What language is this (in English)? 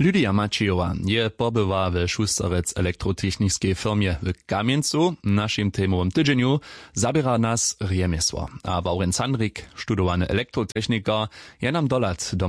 Upper Sorbian